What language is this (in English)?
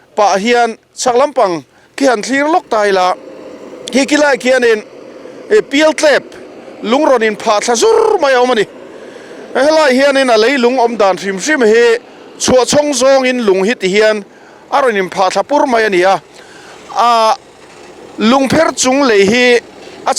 Mizo